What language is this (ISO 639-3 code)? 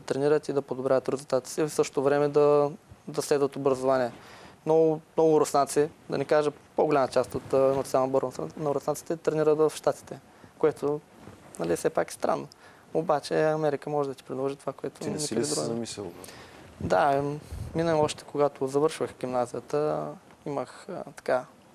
bul